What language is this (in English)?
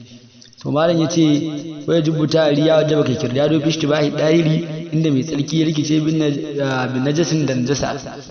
Hausa